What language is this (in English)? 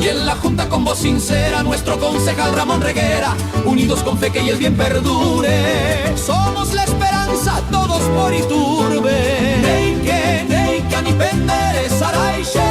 Guarani